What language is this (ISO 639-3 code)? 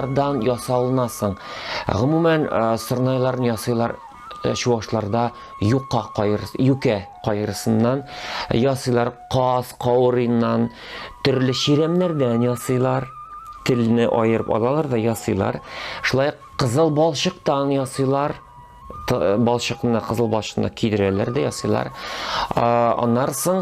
tat